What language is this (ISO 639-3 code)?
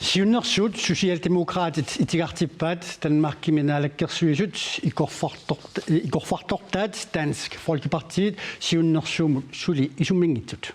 kal